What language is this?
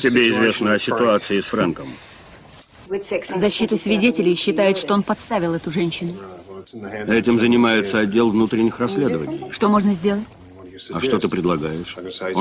Russian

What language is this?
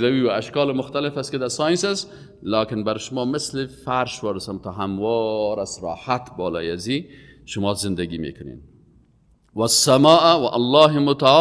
Persian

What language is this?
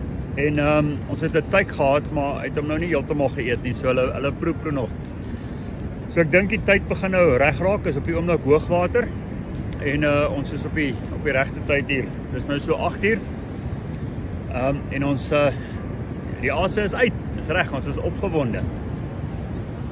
Afrikaans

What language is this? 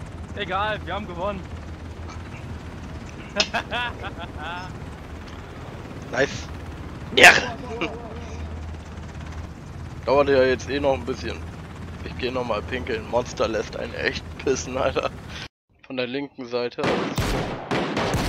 German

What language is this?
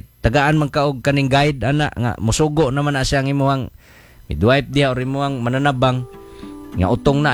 Cebuano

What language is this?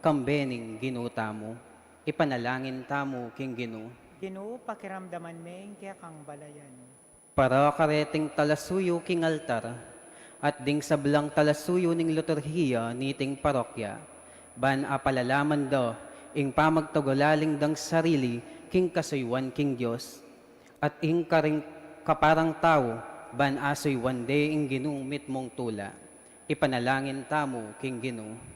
Pampanga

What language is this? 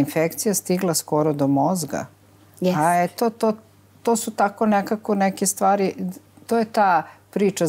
Serbian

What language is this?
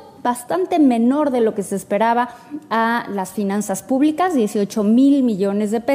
Spanish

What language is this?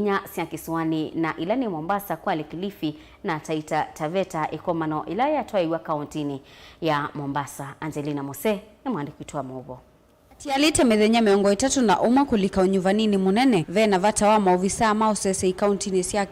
Kamba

